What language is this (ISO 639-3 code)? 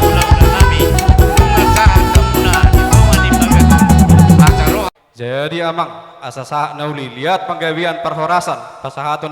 bbc